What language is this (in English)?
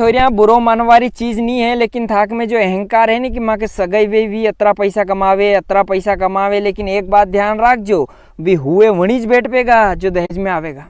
Rajasthani